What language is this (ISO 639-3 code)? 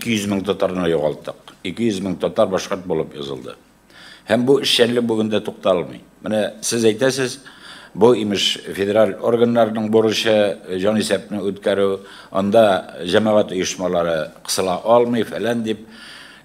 tat